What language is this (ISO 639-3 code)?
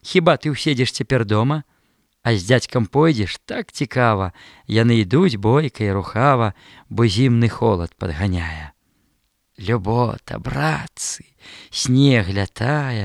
bel